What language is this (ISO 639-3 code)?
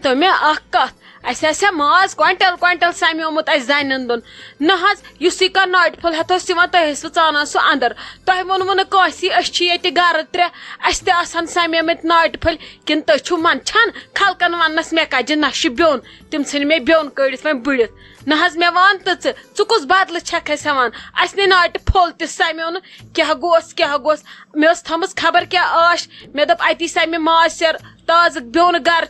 kas